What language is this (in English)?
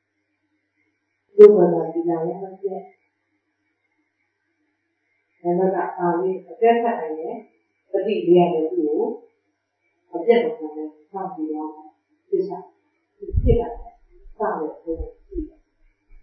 Burmese